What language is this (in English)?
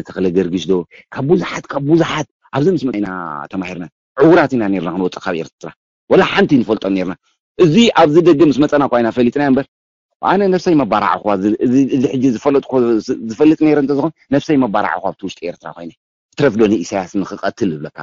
Tigrinya